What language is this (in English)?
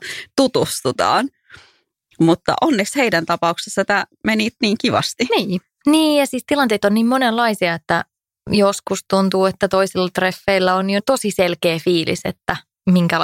Finnish